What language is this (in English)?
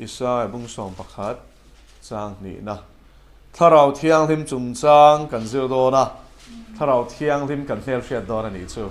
Mizo